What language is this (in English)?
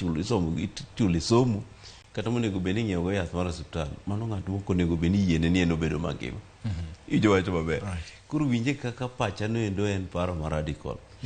Luo (Kenya and Tanzania)